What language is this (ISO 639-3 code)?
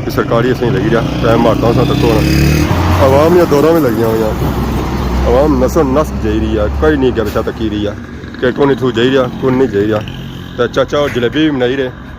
phr